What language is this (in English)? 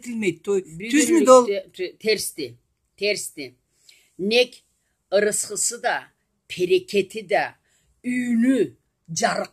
Karachay-Balkar